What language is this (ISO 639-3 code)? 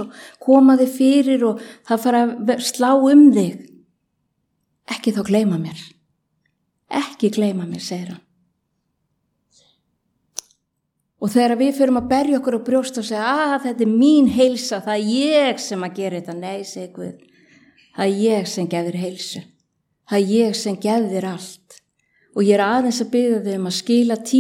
isl